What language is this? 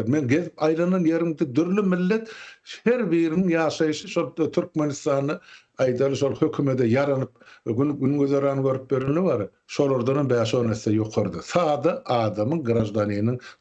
Turkmen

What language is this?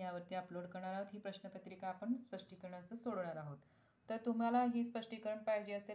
Marathi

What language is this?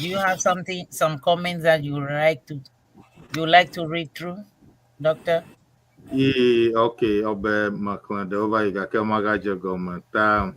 Ewe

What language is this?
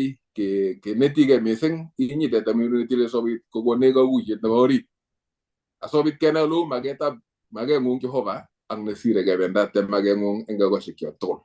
Kalenjin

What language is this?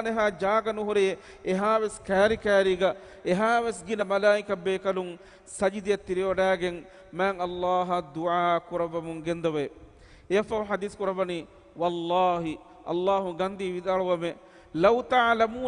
Divehi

